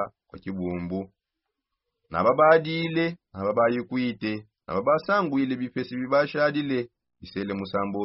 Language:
Songe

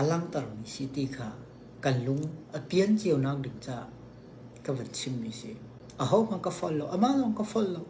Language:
Hakha Chin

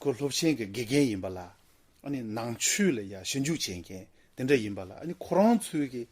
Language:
Tibetan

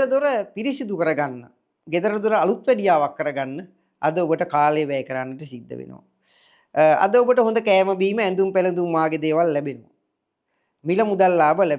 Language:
Sinhala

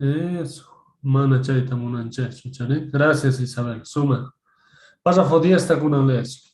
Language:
Quechua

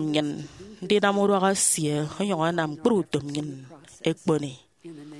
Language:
Efik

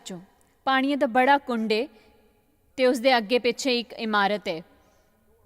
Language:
Dogri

